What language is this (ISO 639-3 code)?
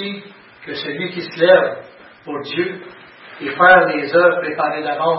fra